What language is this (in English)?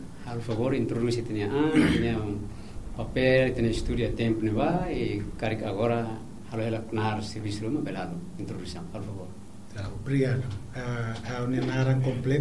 Tetum